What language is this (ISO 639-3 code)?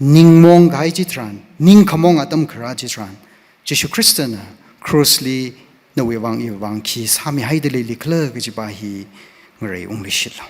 nmf